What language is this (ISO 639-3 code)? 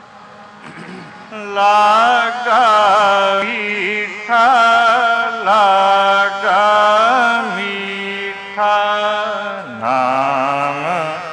hin